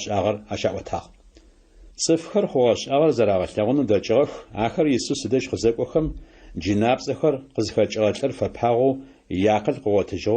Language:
Adyghe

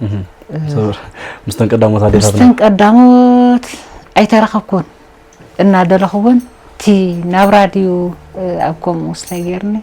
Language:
Tigrinya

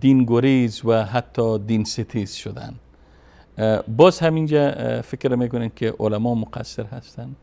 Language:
Persian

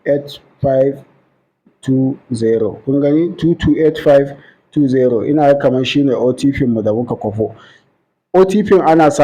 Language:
Hausa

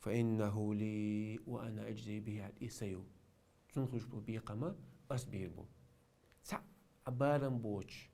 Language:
Chechen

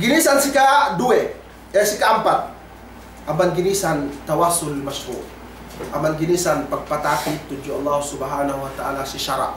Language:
Yakan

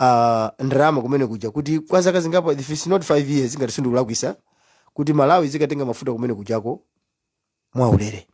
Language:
Nyanja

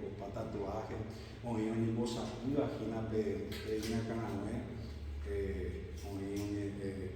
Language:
Guarani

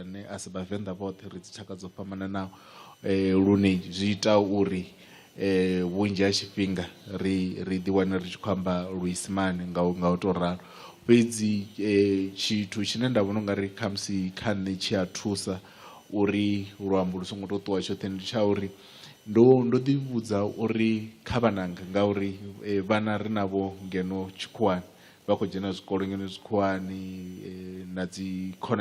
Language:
Venda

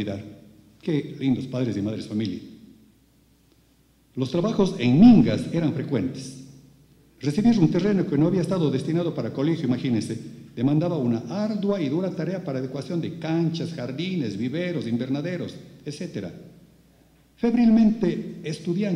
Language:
Spanish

